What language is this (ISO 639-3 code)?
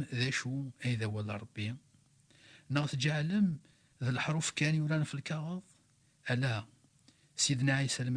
kab